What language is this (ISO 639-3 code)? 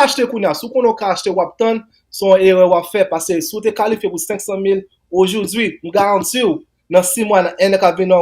hat